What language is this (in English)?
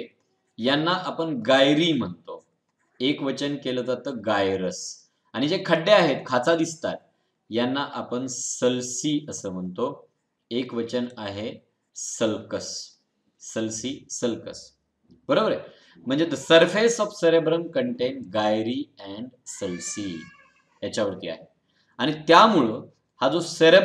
Marathi